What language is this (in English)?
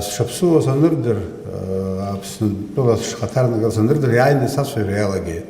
Abkhazian